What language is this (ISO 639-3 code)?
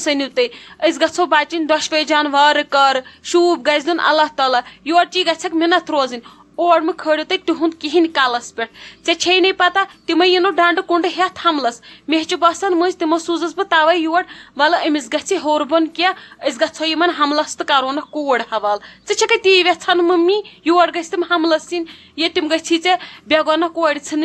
kas